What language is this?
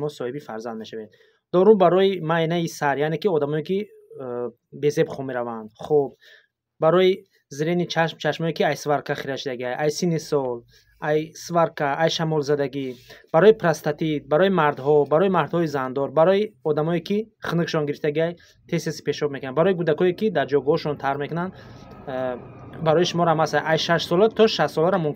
Tajik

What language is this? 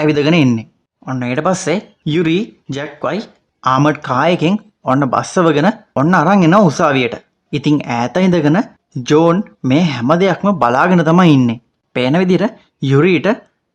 Sinhala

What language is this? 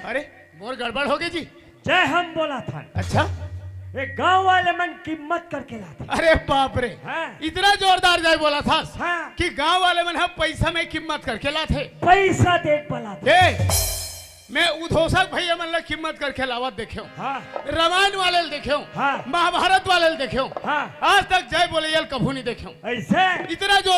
Chhattisgarhi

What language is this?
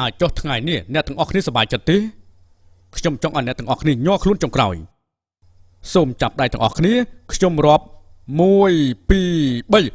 Khmer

